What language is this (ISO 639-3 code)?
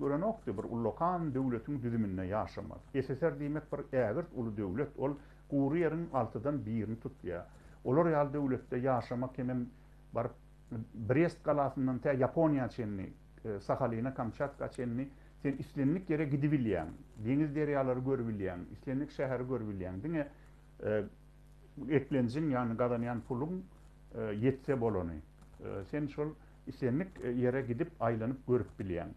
tuk